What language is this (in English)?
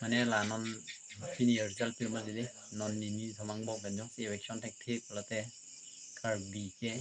Karbi